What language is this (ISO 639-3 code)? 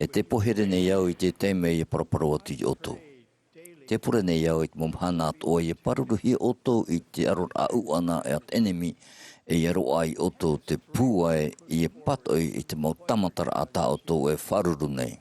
tah